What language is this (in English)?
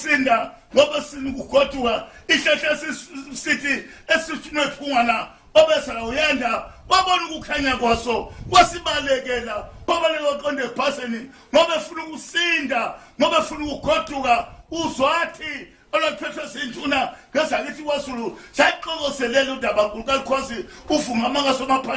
Zulu